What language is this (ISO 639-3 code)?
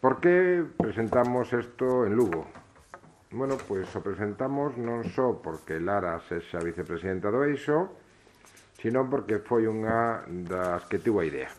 glg